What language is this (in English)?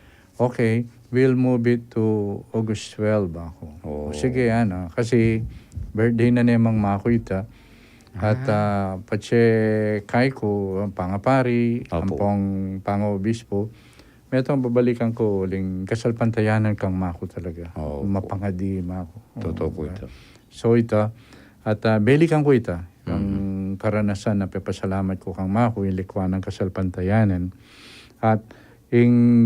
Pampanga